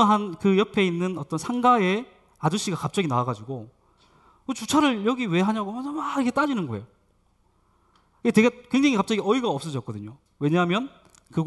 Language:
Korean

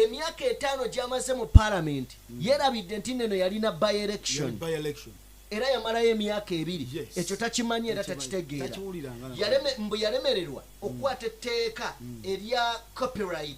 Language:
Ganda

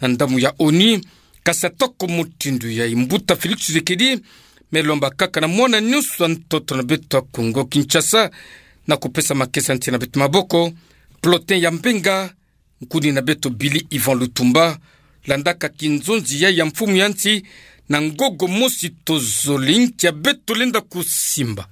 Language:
Kituba (Democratic Republic of Congo)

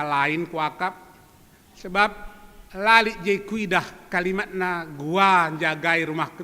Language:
Batak Karo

